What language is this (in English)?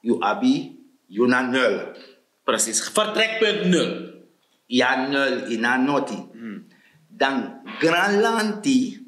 Sranan Tongo